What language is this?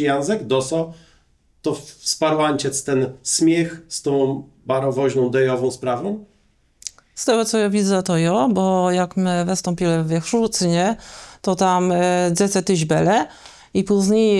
Kashubian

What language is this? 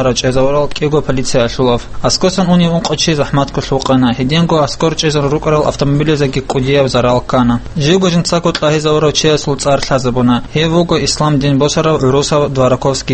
Avaric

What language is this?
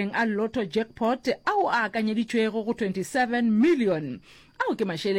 Northern Sotho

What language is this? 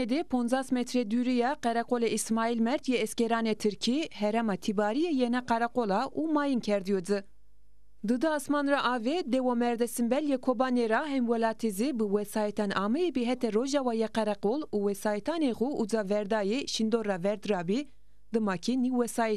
Zaza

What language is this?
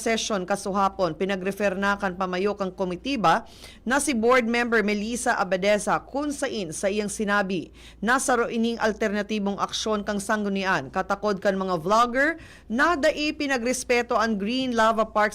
Bikol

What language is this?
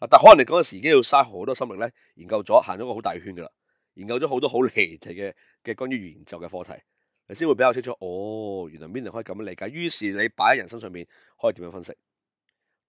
Cantonese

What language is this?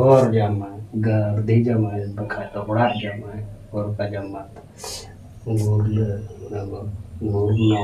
Santali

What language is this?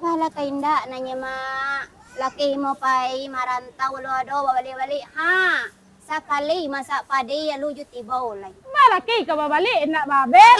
Minangkabau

